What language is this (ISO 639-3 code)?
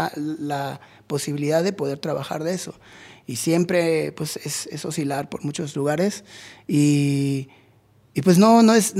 spa